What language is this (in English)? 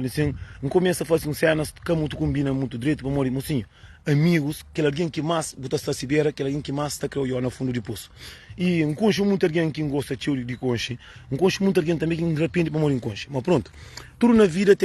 Kabuverdianu